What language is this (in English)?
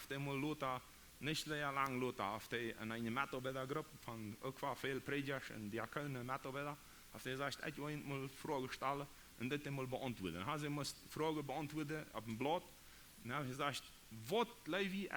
Plautdietsch